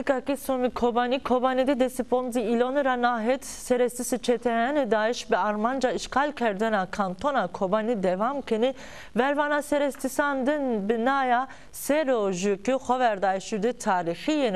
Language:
Zaza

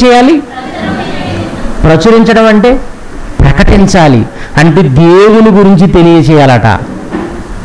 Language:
Telugu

